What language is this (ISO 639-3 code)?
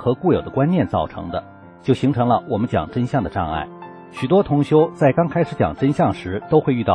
zho